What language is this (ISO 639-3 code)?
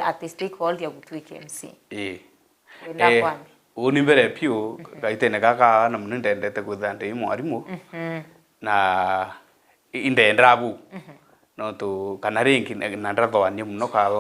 mer